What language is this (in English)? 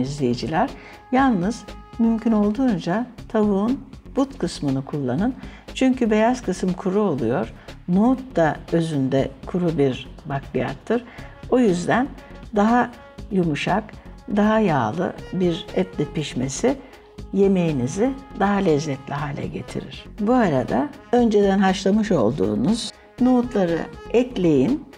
Turkish